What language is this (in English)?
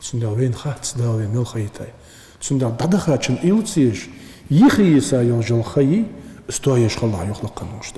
Ingush